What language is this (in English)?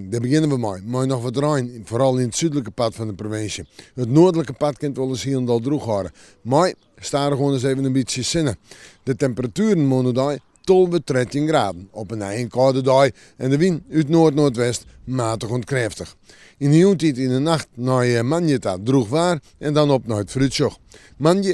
Western Frisian